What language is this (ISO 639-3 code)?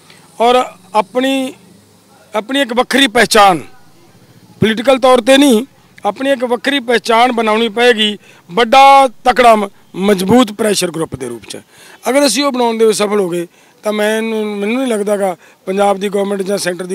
pan